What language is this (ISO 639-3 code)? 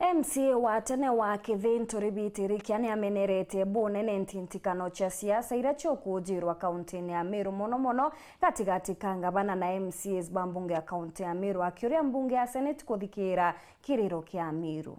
mer